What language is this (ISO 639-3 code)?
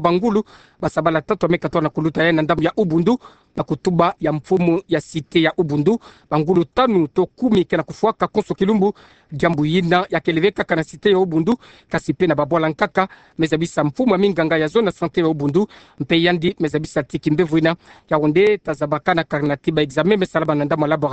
ktu